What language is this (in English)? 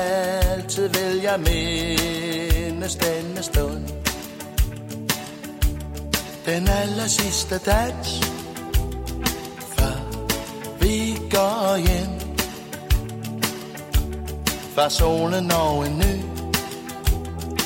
Danish